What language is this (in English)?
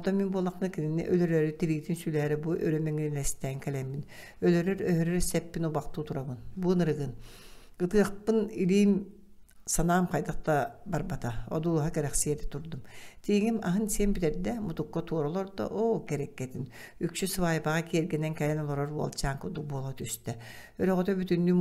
Yakut